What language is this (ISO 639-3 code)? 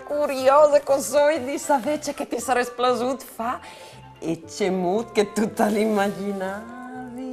fur